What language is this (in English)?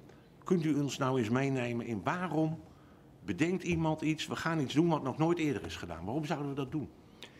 Dutch